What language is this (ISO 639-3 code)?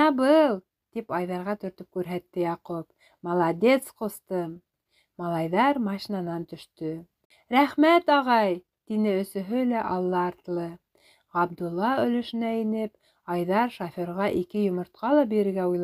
bak